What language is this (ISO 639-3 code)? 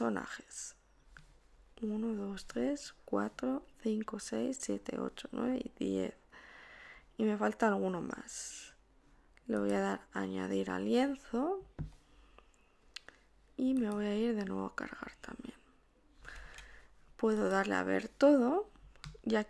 spa